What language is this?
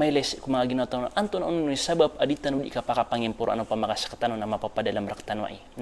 Maranao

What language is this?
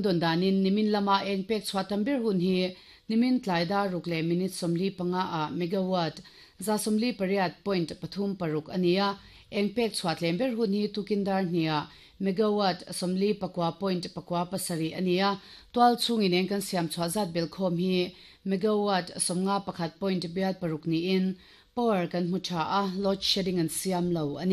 Mizo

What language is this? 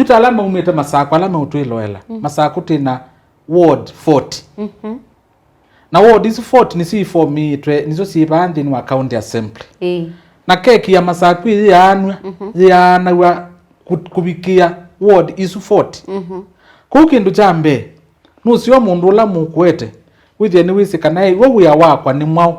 Kamba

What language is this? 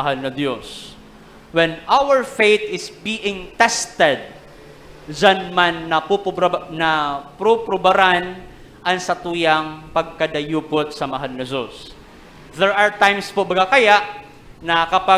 Bikol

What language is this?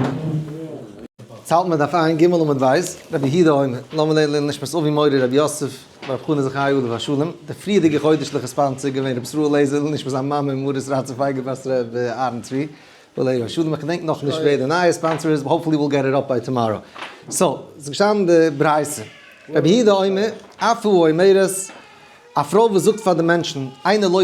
Yiddish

